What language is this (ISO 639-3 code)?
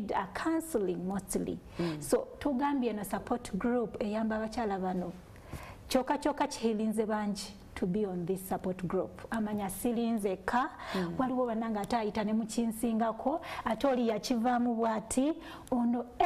lug